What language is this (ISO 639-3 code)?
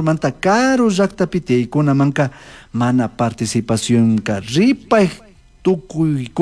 qug